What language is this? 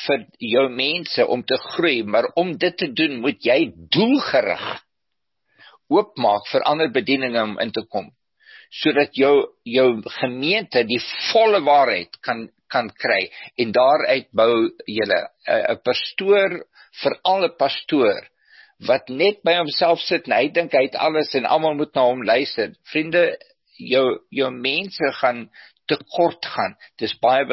Afrikaans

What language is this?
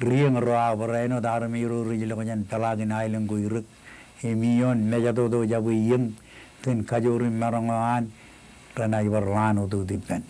Marshallese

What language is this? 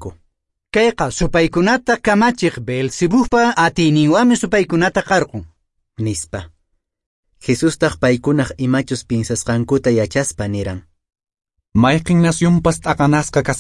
Quechua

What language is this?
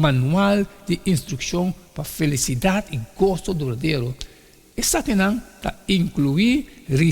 Papiamento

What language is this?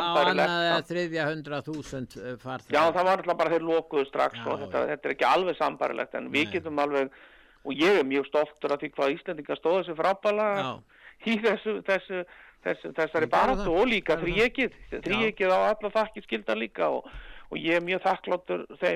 Icelandic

